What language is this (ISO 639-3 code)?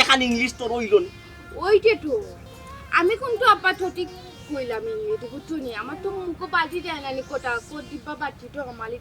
syl